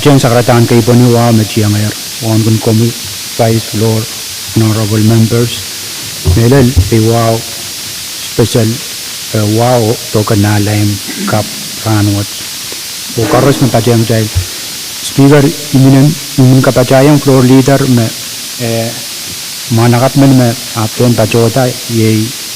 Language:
Pohnpeian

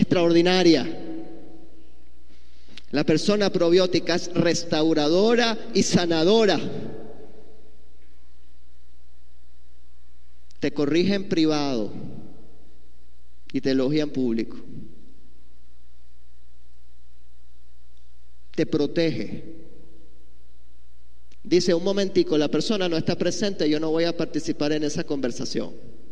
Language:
Spanish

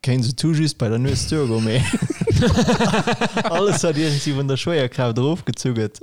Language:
Luxembourgish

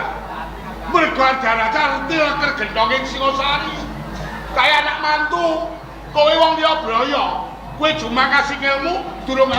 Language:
Javanese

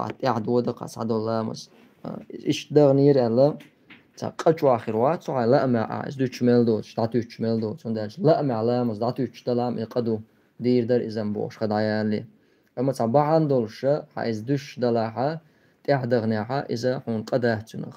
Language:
Chechen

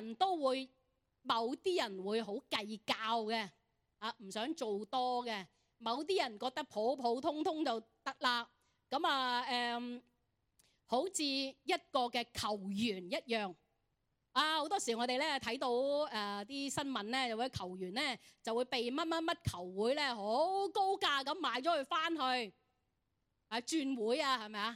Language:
Cantonese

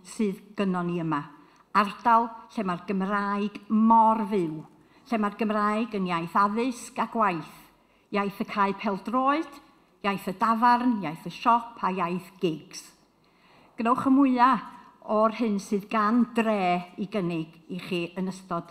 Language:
Welsh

